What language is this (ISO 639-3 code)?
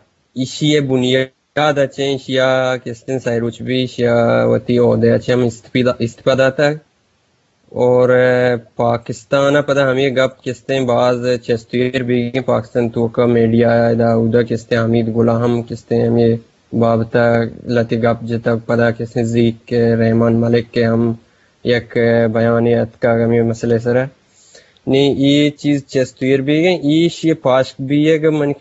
bgp